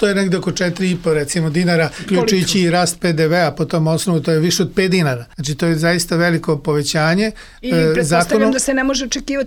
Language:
Serbian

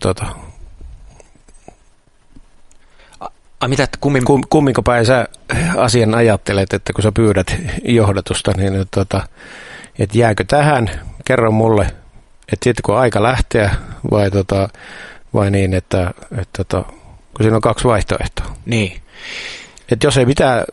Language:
Finnish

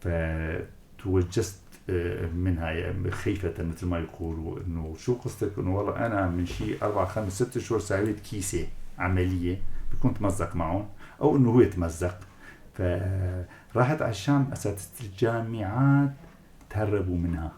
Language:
North Levantine Arabic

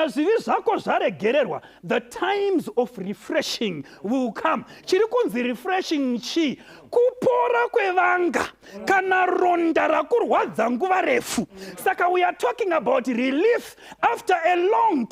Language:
Shona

